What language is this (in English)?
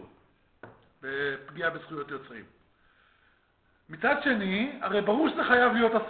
Hebrew